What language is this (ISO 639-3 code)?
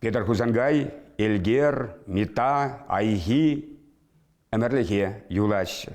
chv